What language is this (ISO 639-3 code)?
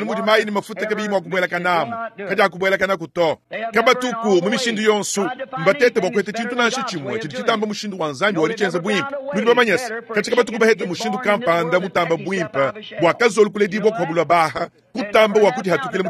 lua